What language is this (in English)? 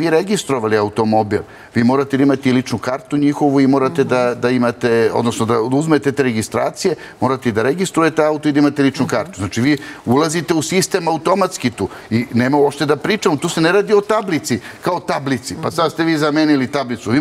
Serbian